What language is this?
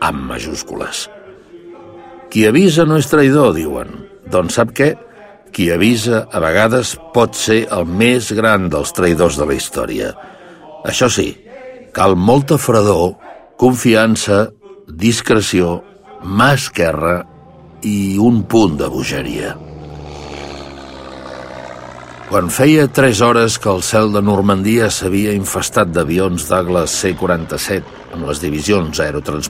Catalan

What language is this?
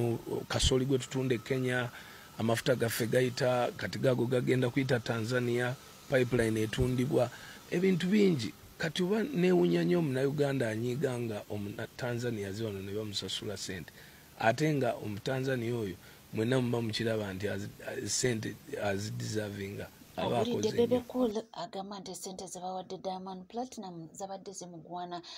Ganda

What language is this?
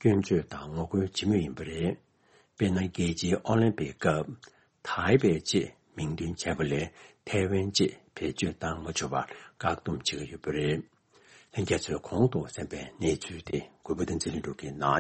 Tibetan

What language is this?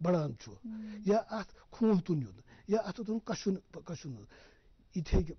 Kashmiri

